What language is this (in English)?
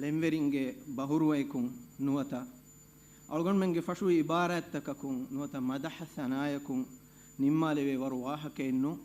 Divehi